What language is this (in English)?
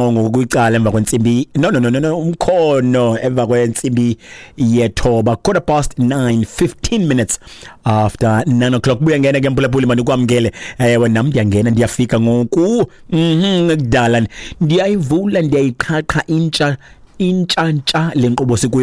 Xhosa